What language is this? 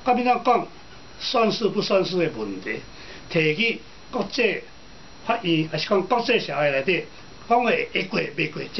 Min Nan Chinese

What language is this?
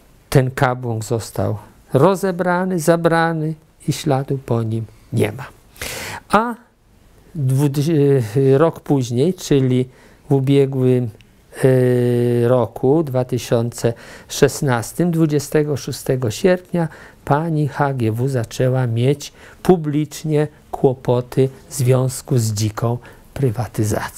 Polish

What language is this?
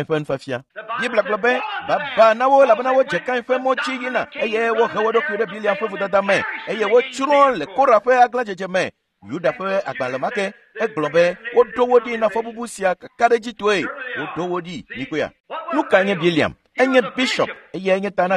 Ewe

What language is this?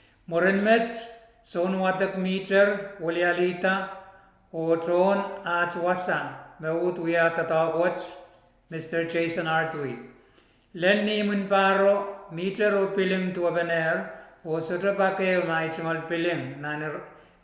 Pohnpeian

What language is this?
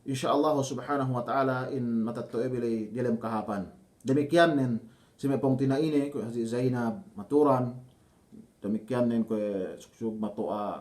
Yakan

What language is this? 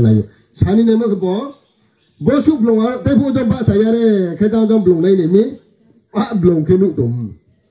Riang (India)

